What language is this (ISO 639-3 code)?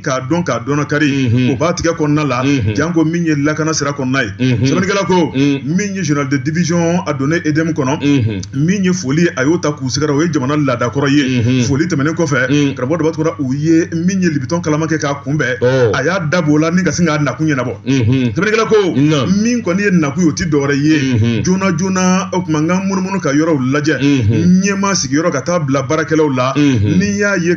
bam